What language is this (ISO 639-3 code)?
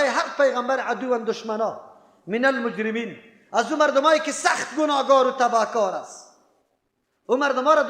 fas